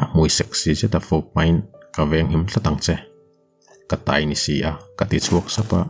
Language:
Mizo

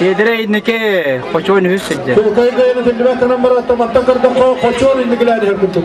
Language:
Yakut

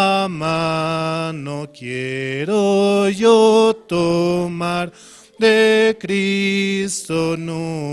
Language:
Aymara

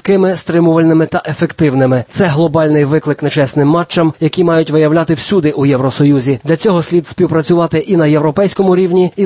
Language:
Ukrainian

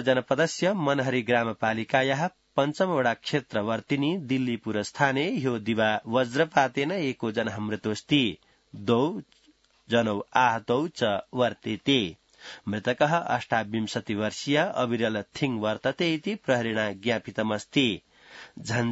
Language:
Sanskrit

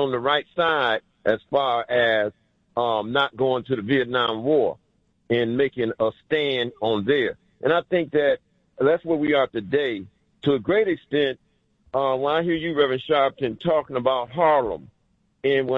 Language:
English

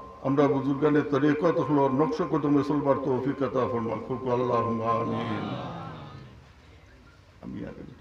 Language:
Sylheti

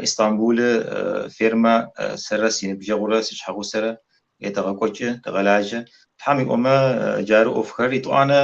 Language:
Kabardian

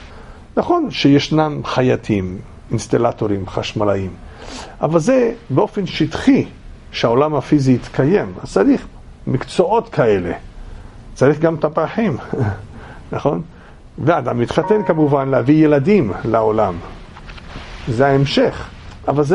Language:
Hebrew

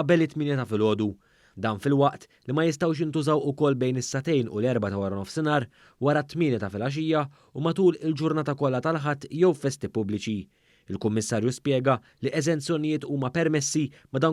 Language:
Maltese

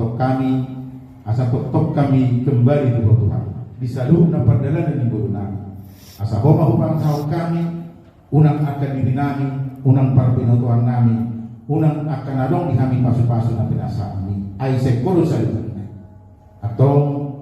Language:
Batak Toba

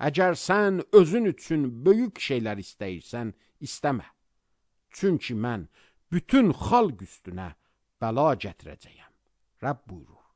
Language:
Azerbaijani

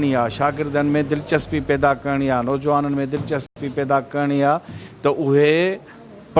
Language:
Sindhi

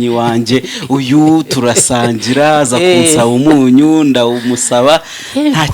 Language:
Kinyarwanda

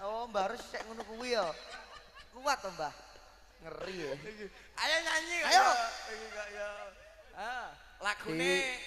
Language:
Javanese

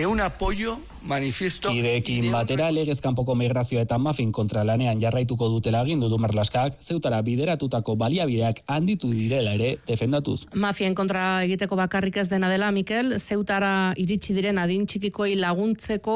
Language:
Basque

